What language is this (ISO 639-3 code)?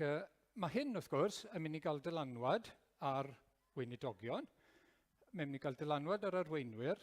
cym